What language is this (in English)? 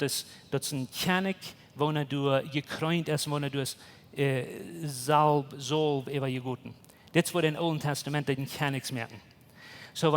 Plautdietsch